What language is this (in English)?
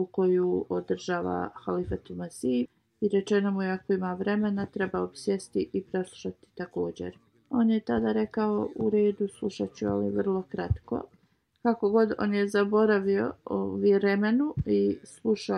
Bosnian